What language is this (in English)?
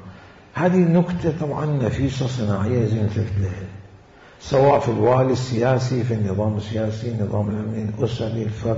Mesopotamian Arabic